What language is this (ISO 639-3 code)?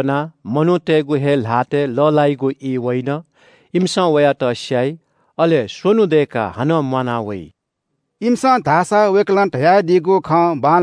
new